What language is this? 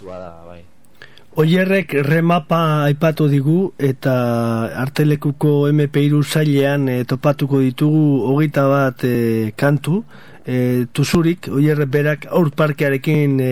Basque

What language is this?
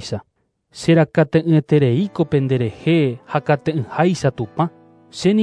Guarani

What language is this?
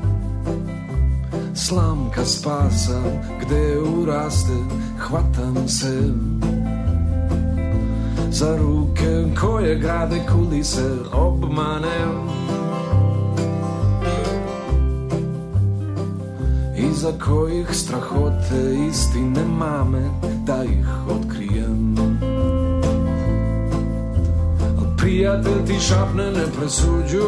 Serbian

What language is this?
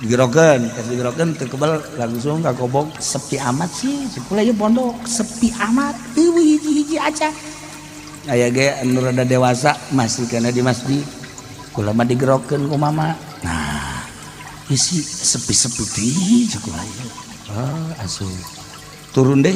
Sundanese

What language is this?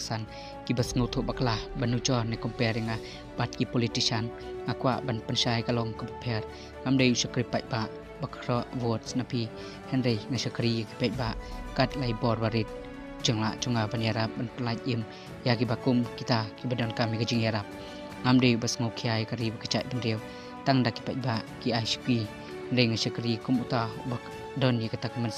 Khasi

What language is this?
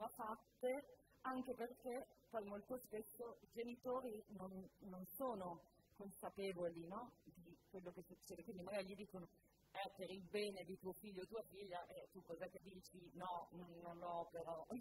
Italian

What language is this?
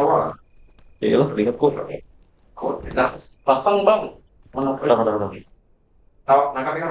Banjar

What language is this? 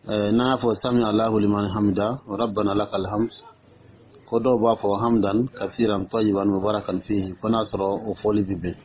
Dyula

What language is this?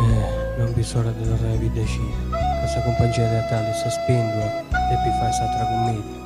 Sardinian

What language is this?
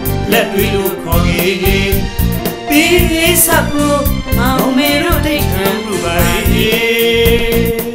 Burmese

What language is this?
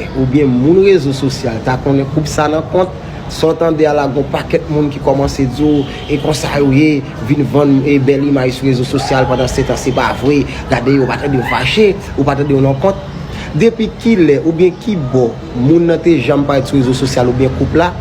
Haitian Creole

